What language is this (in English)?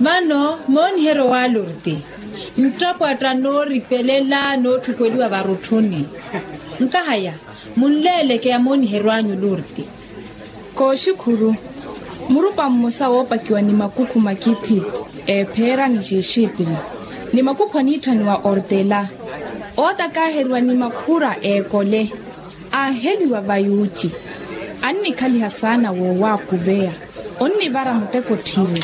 Makhuwa